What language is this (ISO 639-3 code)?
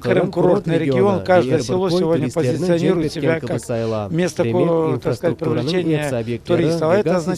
crh